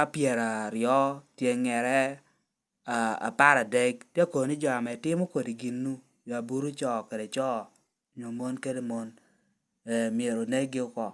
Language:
Lango (Uganda)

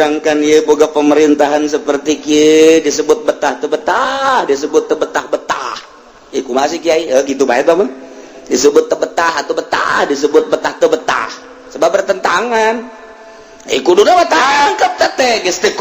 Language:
Sundanese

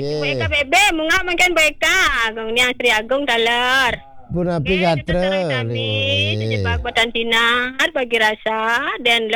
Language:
Balinese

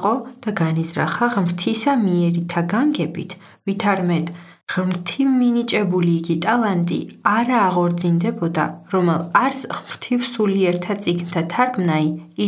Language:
Georgian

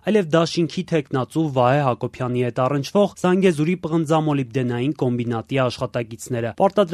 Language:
Armenian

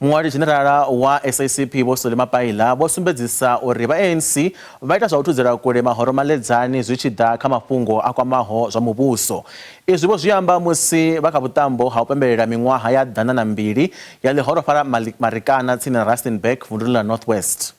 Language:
Venda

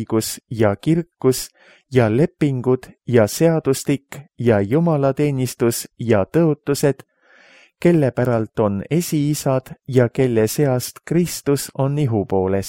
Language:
Estonian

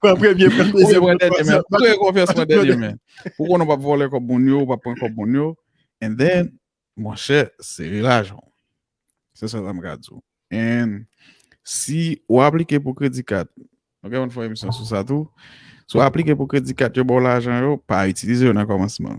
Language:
Haitian Creole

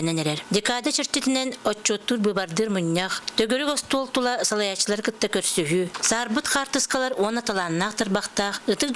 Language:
Yakut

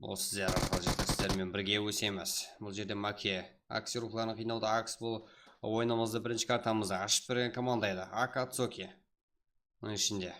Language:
Kara-Kalpak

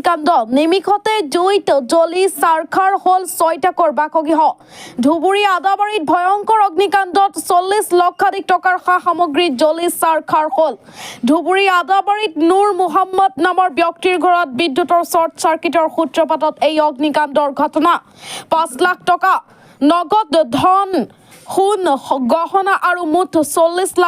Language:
Assamese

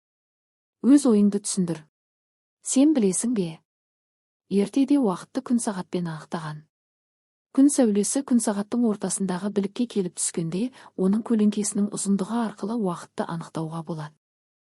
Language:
Kazakh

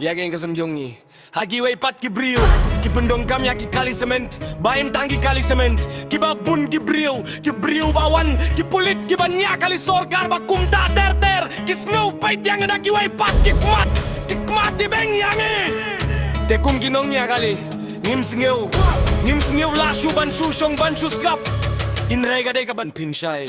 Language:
Khasi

